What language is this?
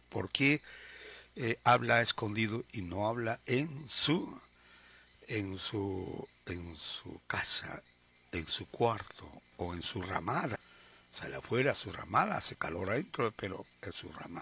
Spanish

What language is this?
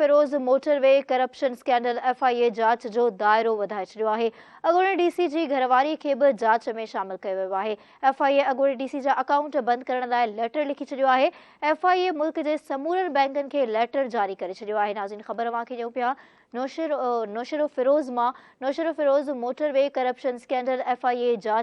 Sindhi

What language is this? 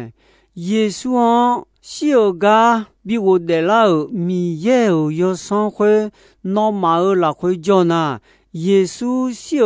Akha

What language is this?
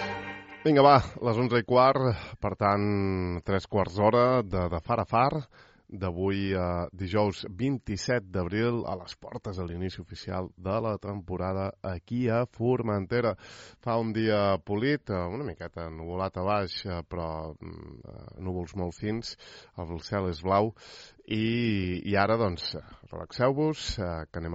Catalan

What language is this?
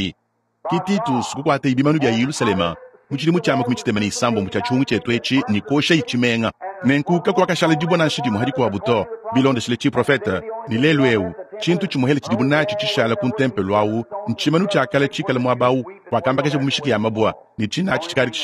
Luba-Lulua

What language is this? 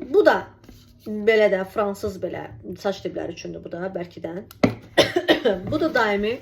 Azerbaijani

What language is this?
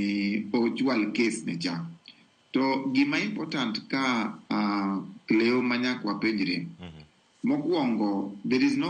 Luo (Kenya and Tanzania)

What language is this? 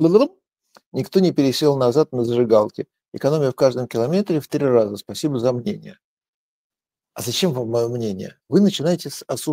Russian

